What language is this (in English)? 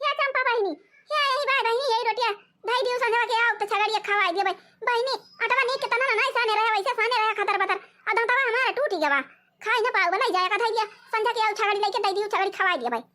Awadhi